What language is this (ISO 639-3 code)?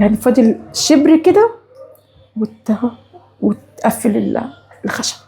arz